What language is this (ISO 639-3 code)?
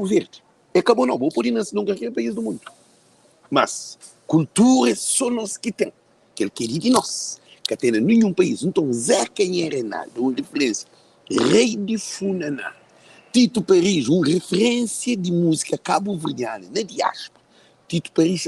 kea